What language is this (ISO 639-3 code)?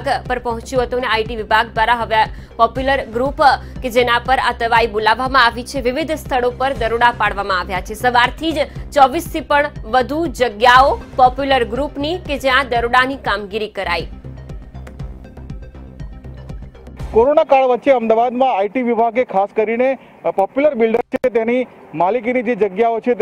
guj